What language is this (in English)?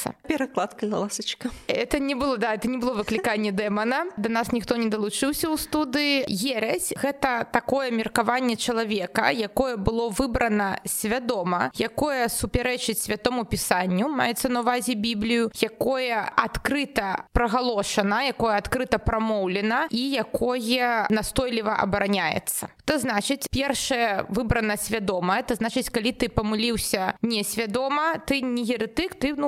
Belarusian